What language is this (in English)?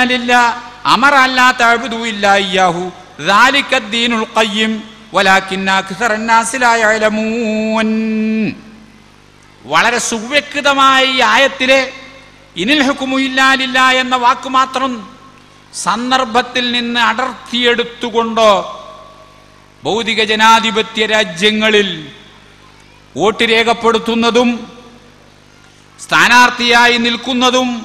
Malayalam